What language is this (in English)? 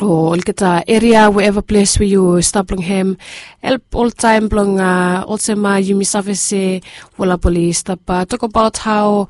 Bislama